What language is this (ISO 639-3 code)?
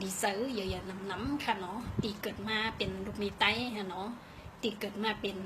shn